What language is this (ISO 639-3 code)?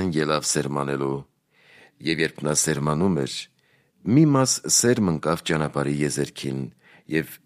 hye